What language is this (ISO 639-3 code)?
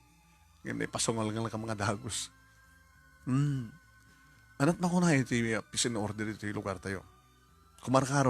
ilo